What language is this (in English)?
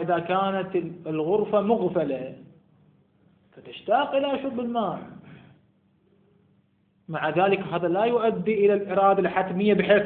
Arabic